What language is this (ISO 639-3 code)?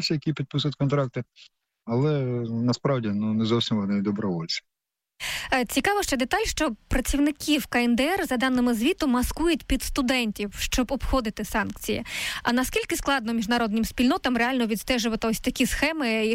ukr